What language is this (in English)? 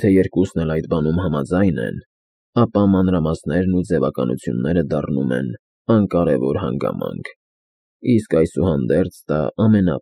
Armenian